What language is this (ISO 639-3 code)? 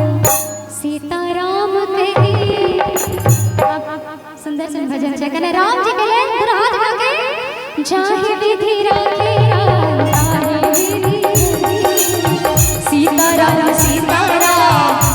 mai